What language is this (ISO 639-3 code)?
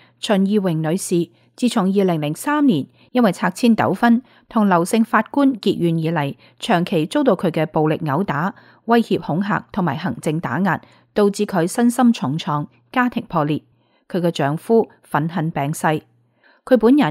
yue